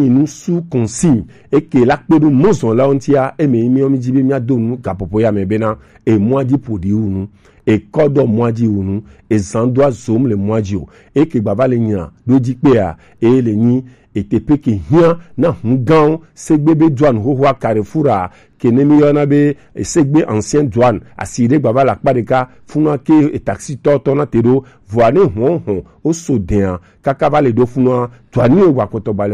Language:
Gen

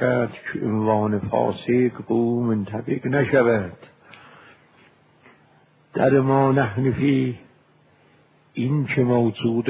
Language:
Persian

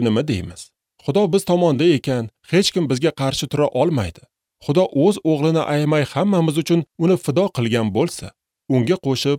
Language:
Uzbek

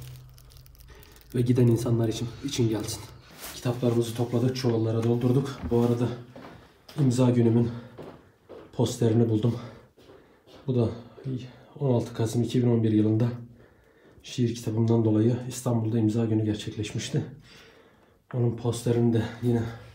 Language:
Turkish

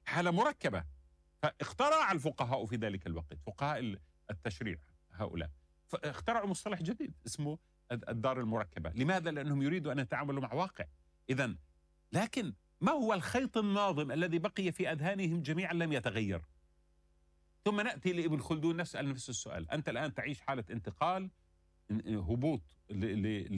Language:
Arabic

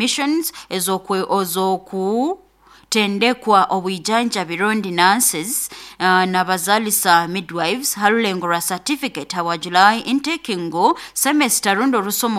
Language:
Nyoro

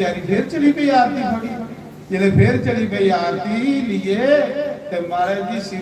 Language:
Dogri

